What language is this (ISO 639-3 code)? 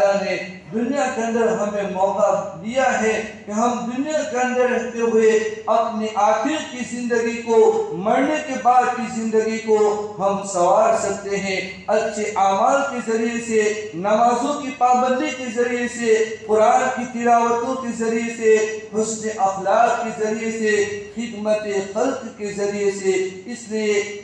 urd